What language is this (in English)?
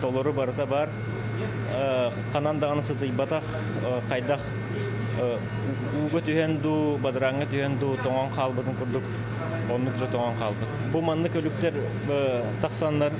Yakut